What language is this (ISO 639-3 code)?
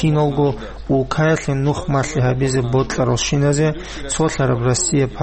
ava